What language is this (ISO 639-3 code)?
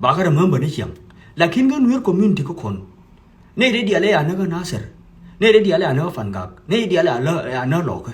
nus